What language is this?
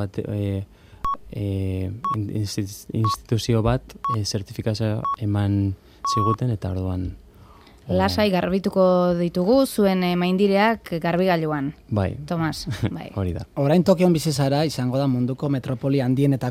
Basque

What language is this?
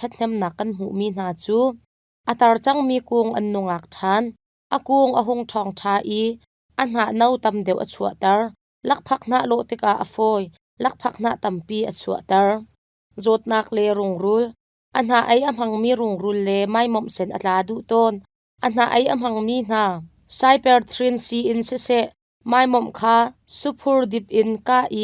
Hakha Chin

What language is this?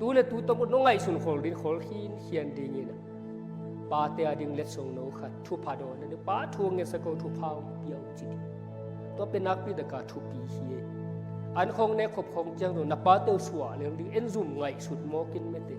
Tedim Chin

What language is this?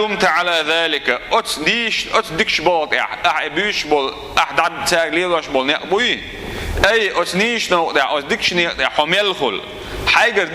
Chechen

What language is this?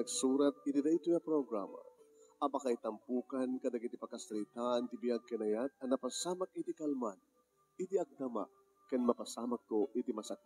Iloko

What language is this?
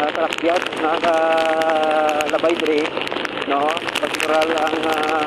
Hiligaynon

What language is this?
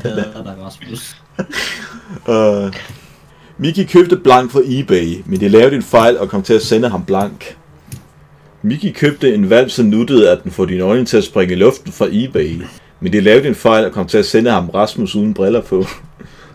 Danish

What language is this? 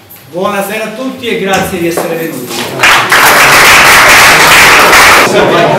Italian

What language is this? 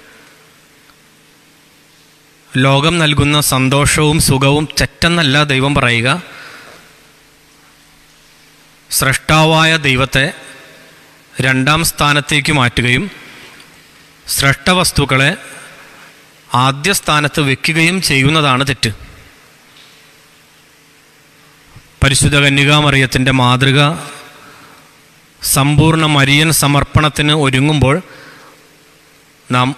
Malayalam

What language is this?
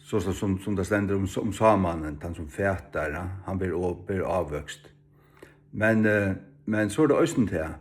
Faroese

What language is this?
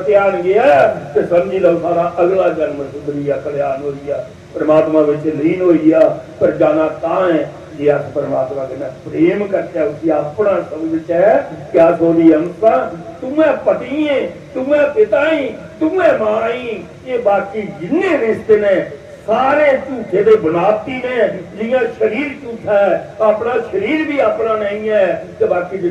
Dogri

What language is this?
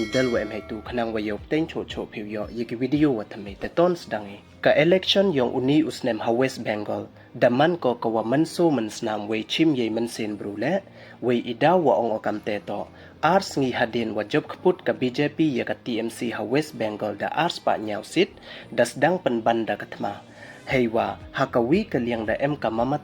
Pnar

